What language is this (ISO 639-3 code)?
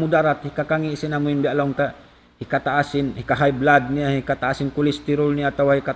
tsg